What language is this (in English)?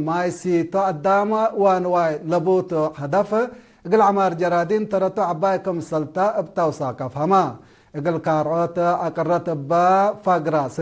Tigre